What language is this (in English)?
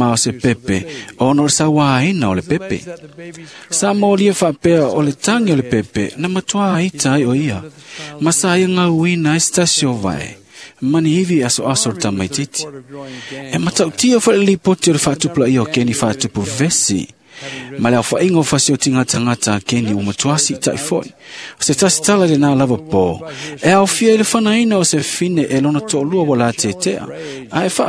Samoan